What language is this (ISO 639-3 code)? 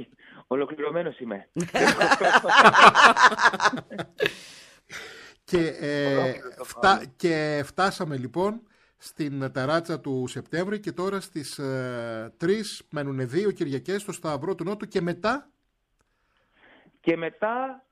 ell